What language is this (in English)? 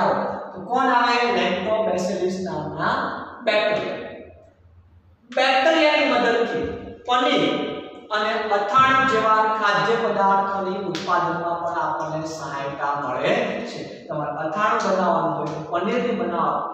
Gujarati